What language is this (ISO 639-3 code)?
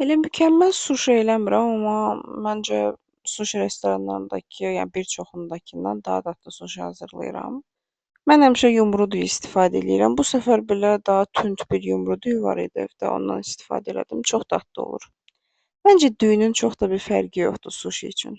aze